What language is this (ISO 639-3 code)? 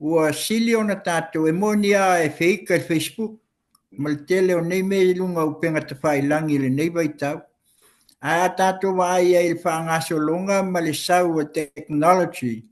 smo